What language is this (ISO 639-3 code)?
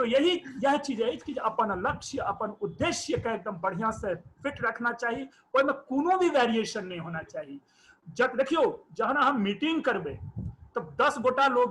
mai